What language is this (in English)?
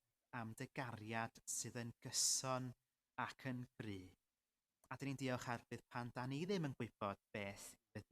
Welsh